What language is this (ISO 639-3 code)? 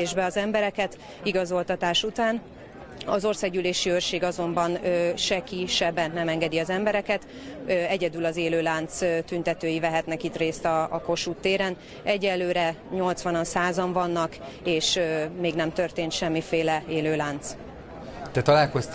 hun